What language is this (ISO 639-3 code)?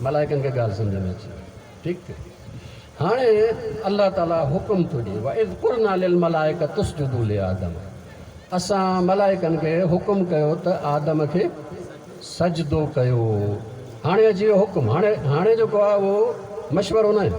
snd